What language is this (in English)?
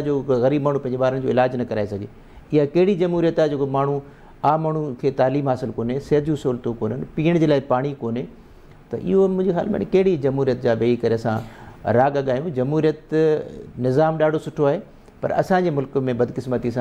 Sindhi